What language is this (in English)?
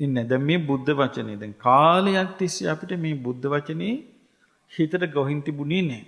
Sinhala